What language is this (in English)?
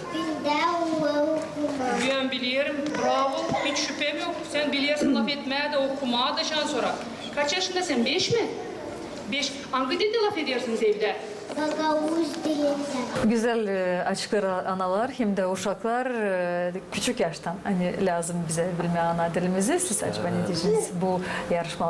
Gagauz